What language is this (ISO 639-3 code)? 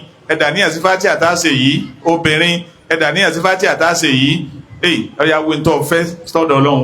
yor